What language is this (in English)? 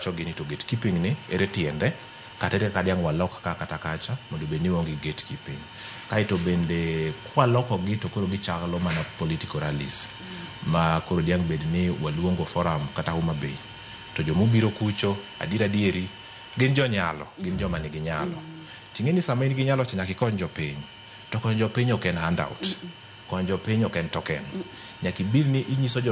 Luo (Kenya and Tanzania)